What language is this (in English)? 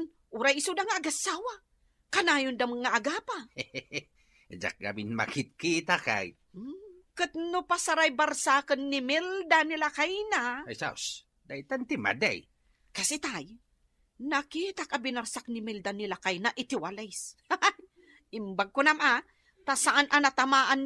Iloko